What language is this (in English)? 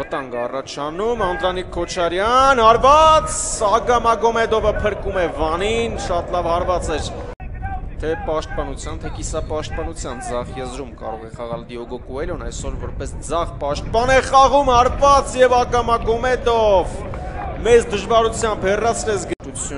Armenian